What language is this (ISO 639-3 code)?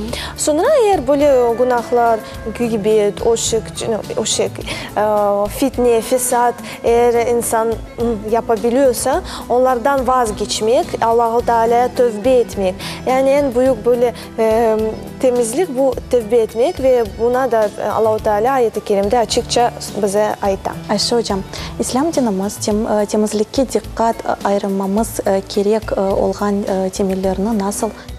crh